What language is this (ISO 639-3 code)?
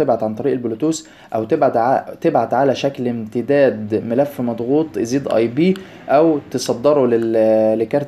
arz